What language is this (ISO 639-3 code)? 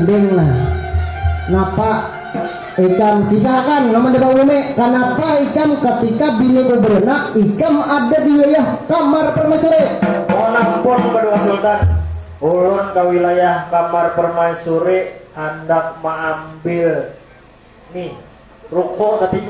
bjn